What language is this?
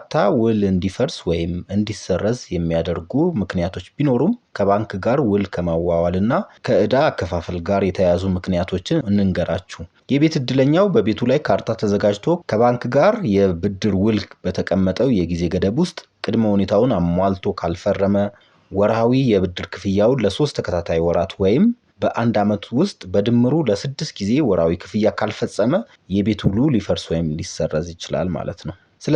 Amharic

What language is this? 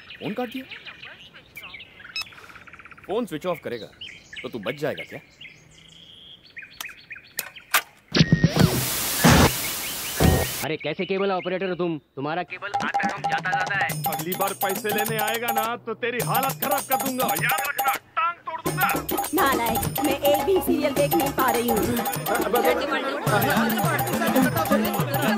Hindi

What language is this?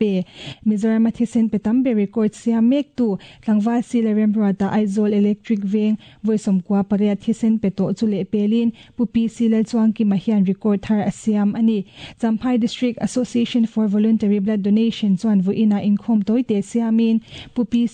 Mizo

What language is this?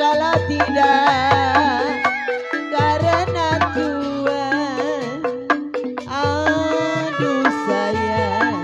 Betawi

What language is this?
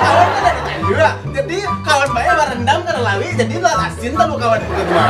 Minangkabau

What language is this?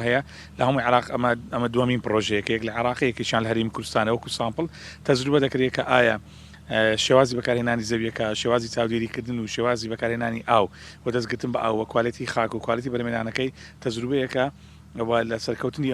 Central Kurdish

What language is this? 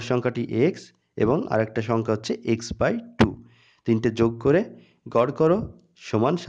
Bangla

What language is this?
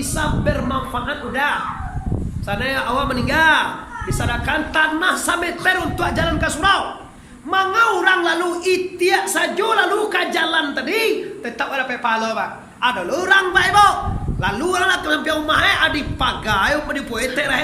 Minangkabau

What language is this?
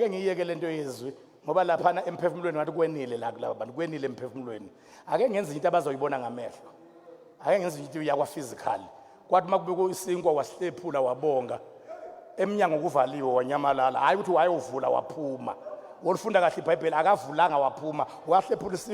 Zulu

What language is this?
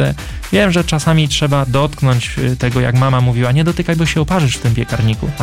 Polish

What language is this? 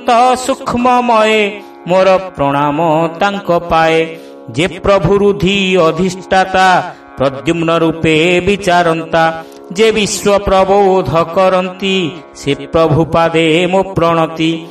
Odia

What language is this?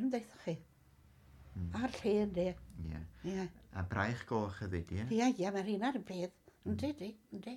Welsh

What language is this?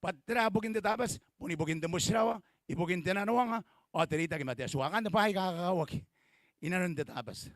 Gilbertese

